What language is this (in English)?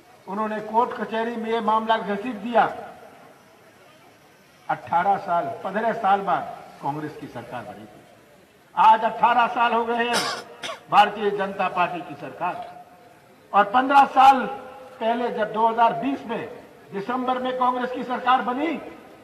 Hindi